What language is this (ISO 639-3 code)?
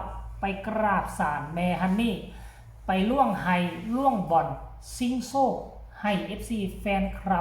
tts